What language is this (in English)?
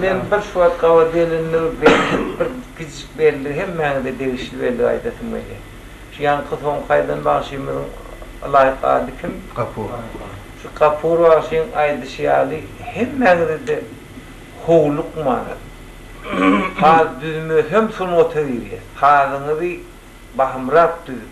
Turkmen